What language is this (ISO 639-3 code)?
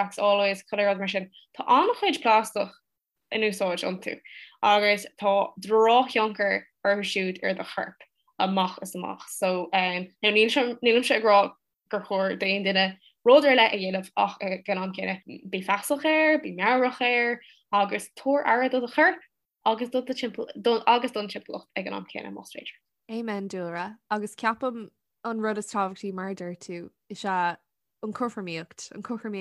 gle